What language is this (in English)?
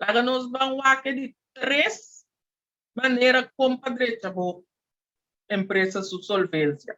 Papiamento